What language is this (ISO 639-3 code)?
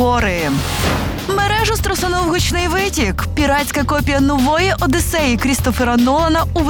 ukr